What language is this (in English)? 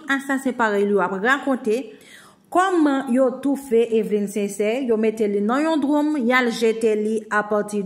Haitian Creole